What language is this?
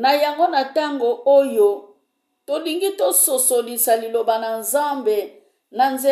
Lingala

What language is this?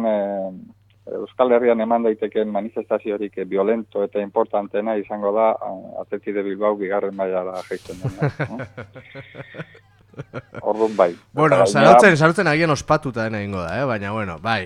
Basque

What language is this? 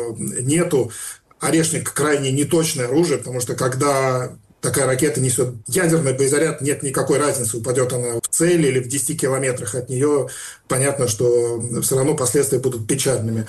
Russian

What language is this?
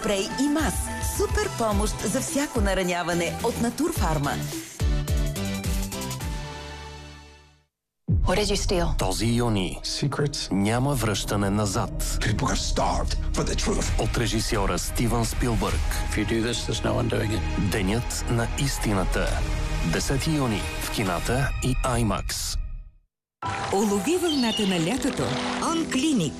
Bulgarian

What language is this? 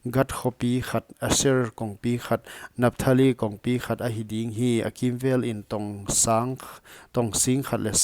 Paite Chin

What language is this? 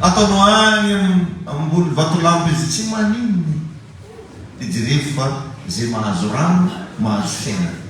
Malagasy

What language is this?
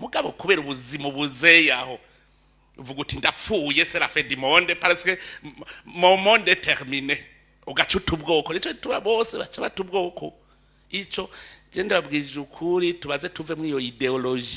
Rundi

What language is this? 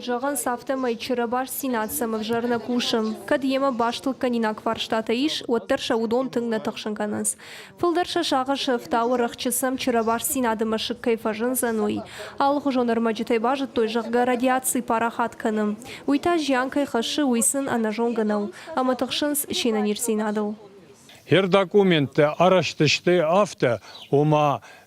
Ossetic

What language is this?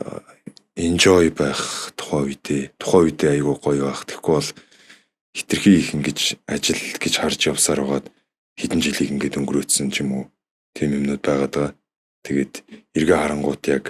Mongolian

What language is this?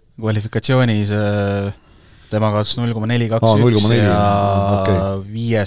Estonian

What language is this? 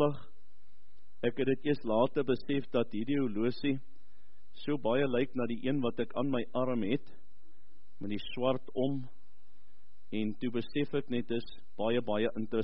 Afrikaans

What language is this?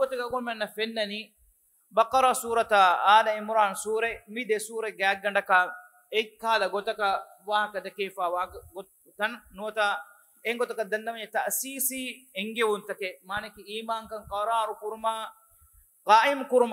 Divehi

